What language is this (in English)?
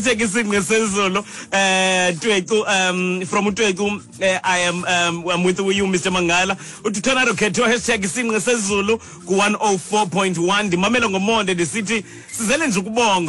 Xhosa